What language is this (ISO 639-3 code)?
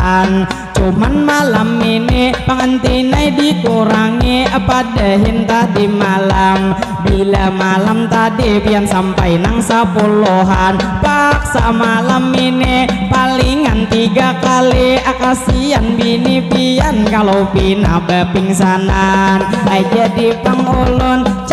bjn